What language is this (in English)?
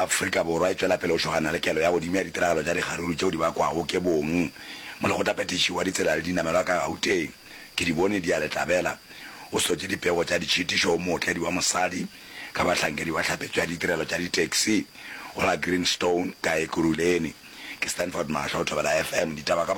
Northern Sotho